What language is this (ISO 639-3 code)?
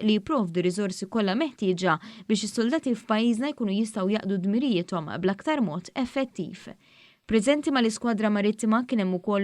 mlt